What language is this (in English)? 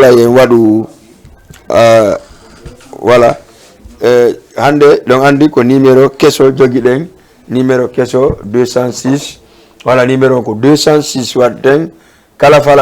Fula